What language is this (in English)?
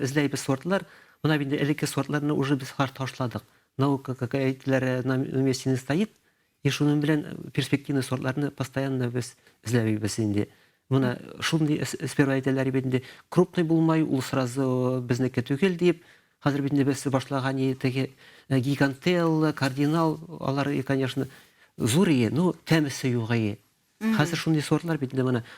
Bashkir